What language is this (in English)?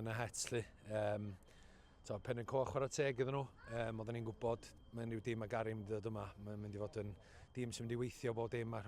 Welsh